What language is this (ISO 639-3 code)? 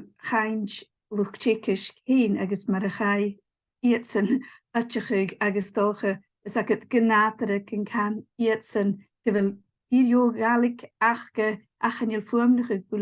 gla